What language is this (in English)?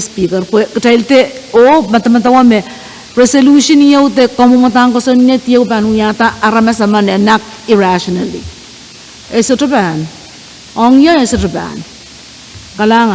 Pohnpeian